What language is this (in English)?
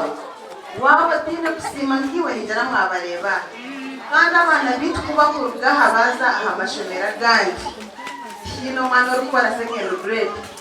Nyankole